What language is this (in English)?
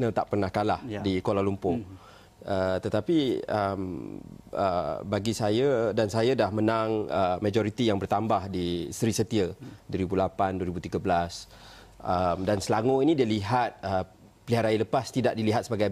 Malay